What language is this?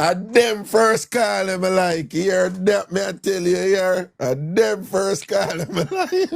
Jamaican Creole English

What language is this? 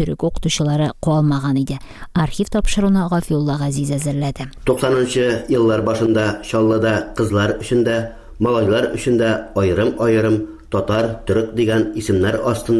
Tatar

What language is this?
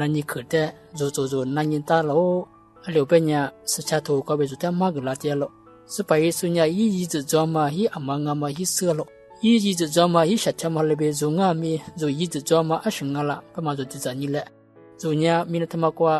Lisu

